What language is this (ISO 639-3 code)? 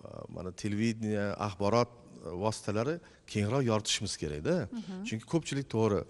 uzb